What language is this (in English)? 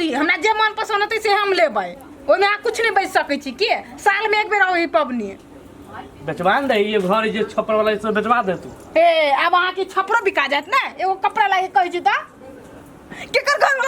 Maithili